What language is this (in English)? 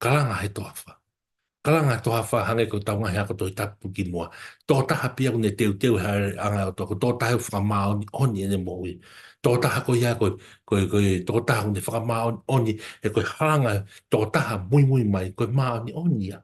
Tongan